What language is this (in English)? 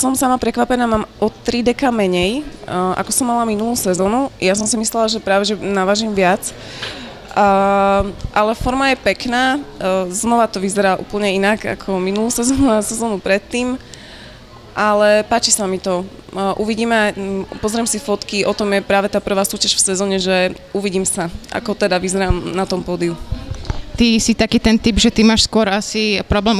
Slovak